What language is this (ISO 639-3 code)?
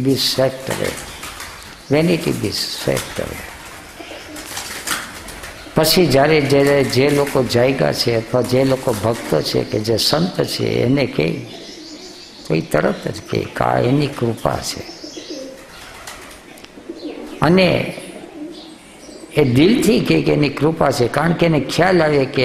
guj